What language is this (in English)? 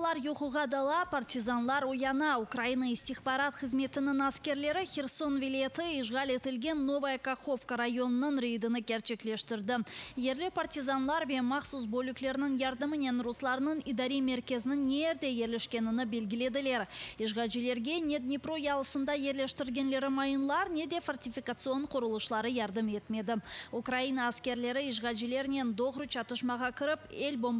Crimean Tatar